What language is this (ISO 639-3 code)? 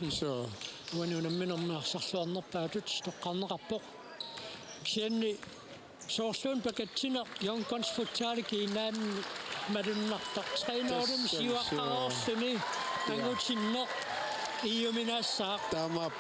kal